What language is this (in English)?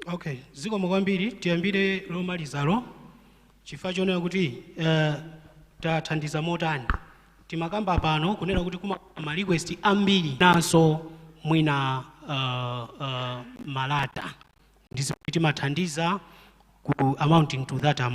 Nyanja